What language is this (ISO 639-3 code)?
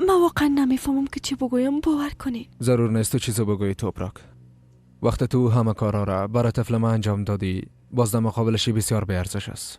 fas